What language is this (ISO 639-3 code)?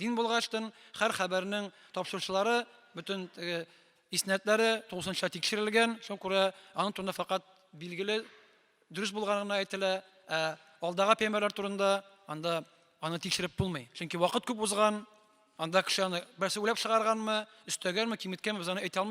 tat